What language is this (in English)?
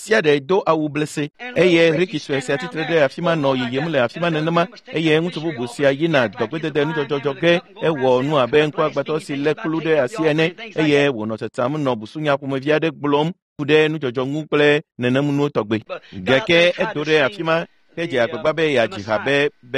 Ewe